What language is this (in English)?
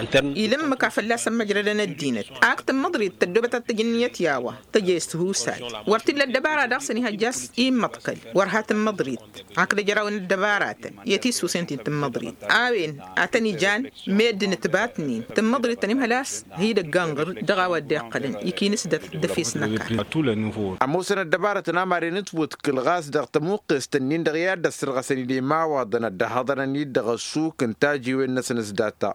Tamasheq